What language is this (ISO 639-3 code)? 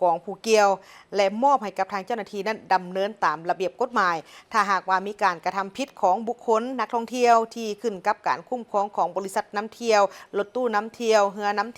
lao